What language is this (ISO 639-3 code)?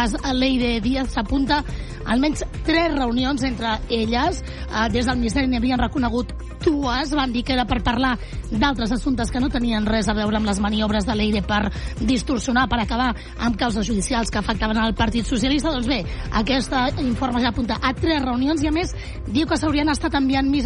cat